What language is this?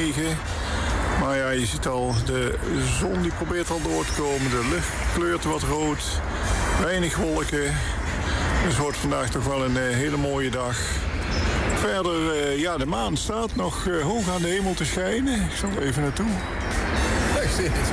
Dutch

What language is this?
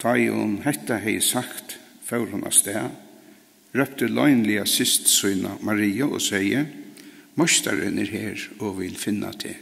Faroese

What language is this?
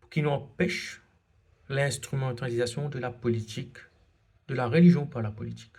Morisyen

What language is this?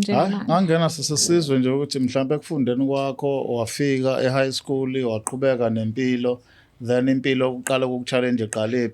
Zulu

